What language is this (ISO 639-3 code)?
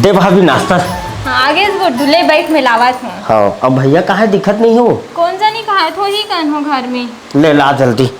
hne